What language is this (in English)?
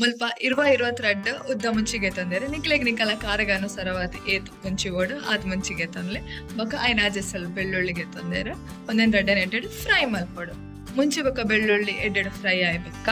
Tulu